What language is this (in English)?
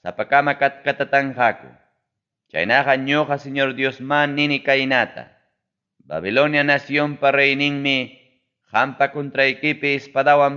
Ayacucho Quechua